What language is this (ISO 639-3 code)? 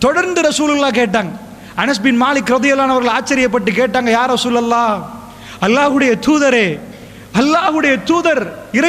tam